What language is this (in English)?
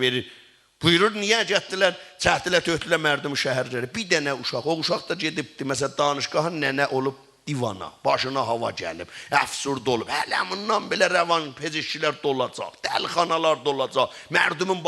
South Azerbaijani